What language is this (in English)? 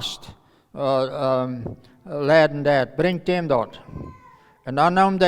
Plautdietsch